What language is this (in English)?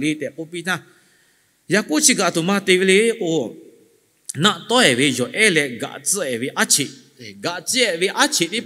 Lahu